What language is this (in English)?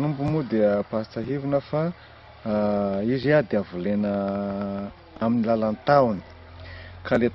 Malagasy